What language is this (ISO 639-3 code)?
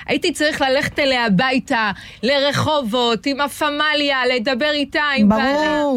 heb